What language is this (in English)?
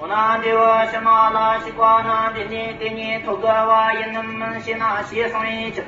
Tibetan